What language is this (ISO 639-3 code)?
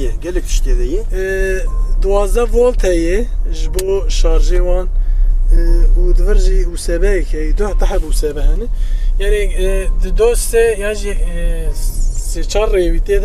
kur